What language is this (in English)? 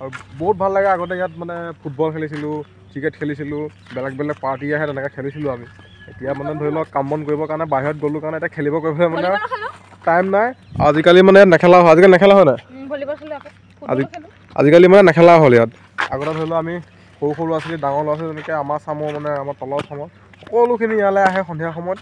Assamese